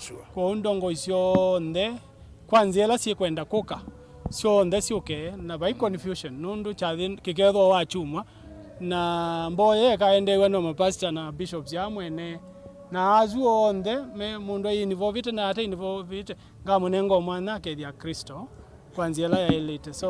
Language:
Kamba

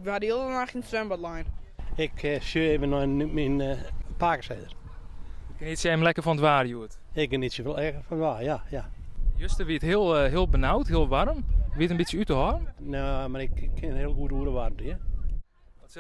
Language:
Western Frisian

